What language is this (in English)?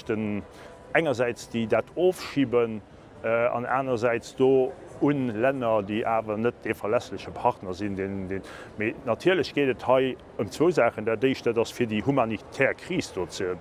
Luxembourgish